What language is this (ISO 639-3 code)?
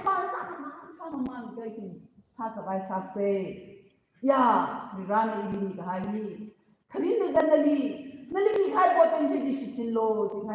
nmf